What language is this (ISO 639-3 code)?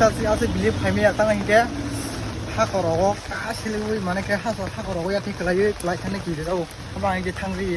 trp